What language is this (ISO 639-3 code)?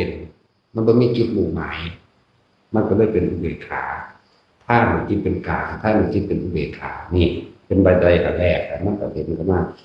tts